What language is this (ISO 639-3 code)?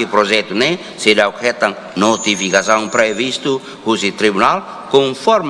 tet